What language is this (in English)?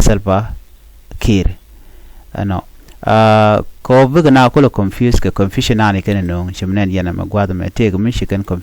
Nuer